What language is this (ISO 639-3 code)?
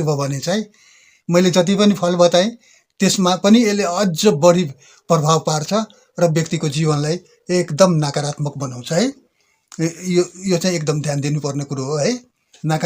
nep